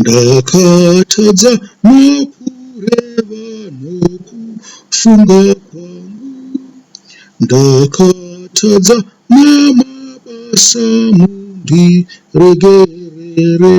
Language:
Shona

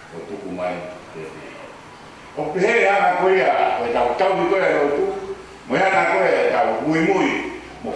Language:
Tongan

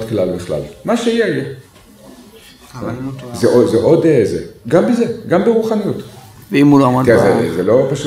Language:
Hebrew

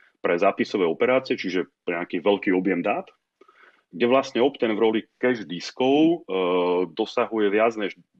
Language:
Slovak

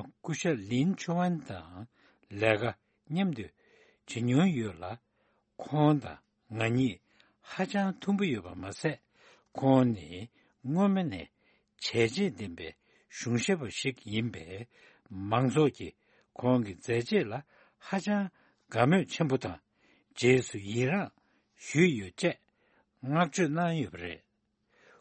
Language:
Tibetan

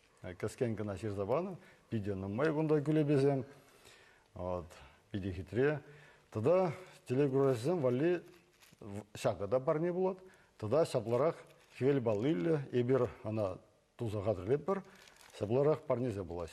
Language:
Chuvash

